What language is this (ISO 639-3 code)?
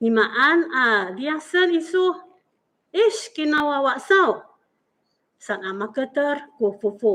ami